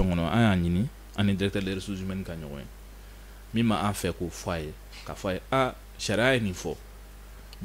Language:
Bambara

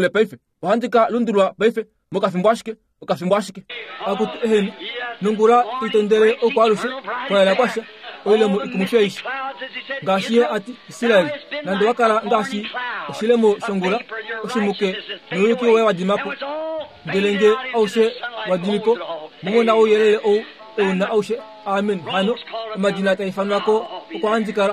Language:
Kuanyama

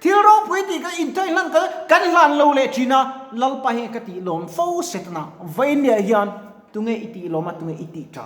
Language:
Mizo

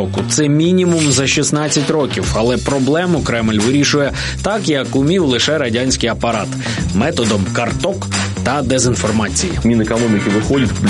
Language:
Ukrainian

